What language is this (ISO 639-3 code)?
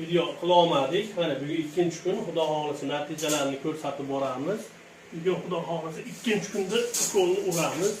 uzb